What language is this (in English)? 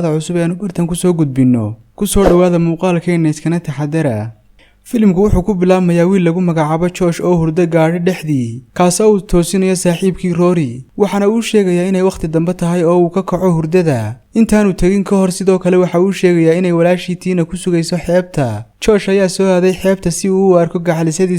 Somali